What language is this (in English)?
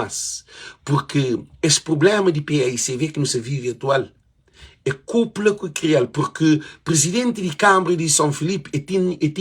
Kabuverdianu